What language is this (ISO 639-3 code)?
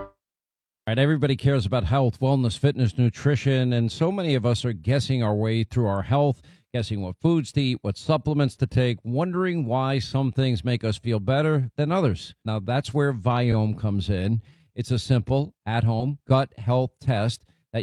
eng